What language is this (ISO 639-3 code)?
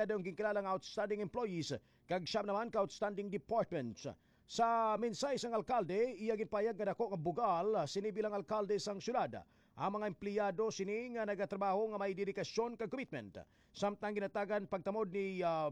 hil